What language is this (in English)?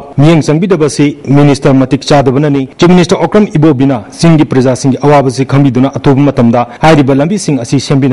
Manipuri